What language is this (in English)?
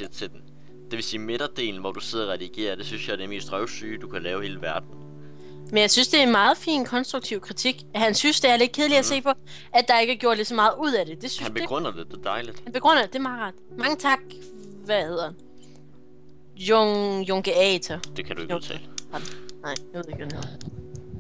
Danish